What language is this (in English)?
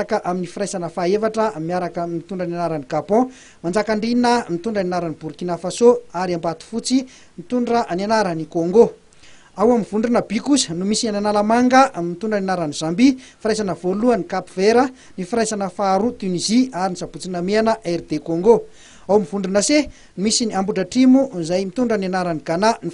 Malagasy